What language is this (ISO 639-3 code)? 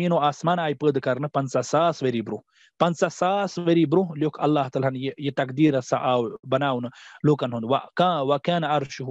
kas